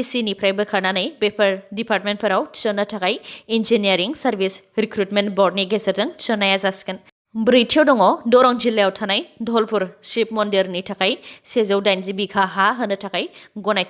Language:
Bodo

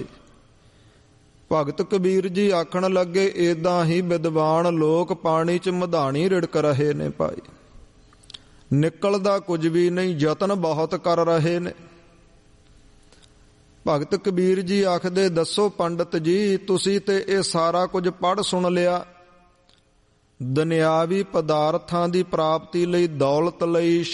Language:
Punjabi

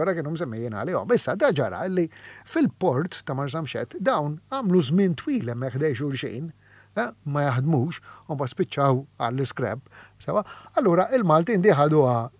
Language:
Maltese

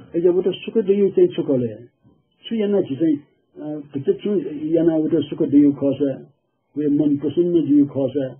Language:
Newari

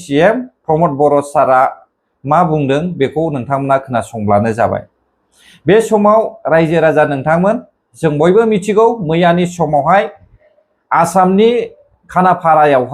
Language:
Bodo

